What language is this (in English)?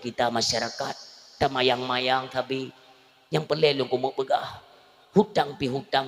Achinese